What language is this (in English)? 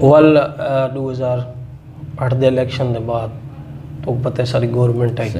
Saraiki